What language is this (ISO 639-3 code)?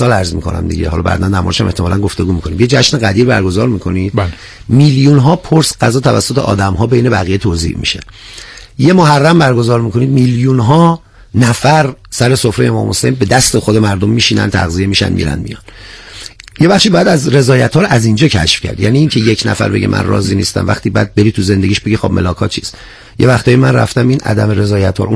fas